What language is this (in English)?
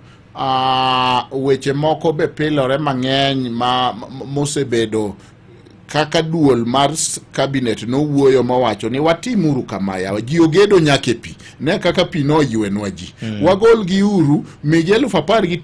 Luo (Kenya and Tanzania)